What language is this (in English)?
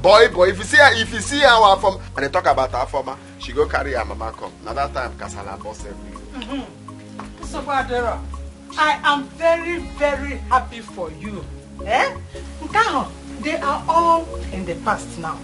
Nigerian Pidgin